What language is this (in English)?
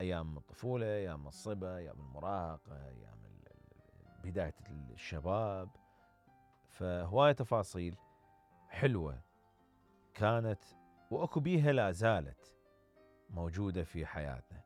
Mesopotamian Arabic